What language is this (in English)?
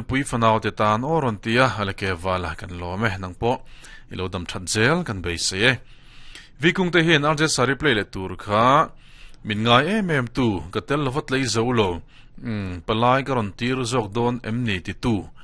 Mizo